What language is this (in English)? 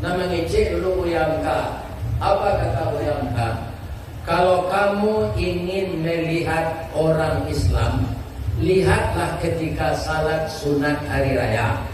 Minangkabau